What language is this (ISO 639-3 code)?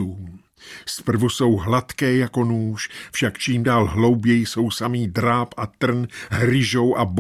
ces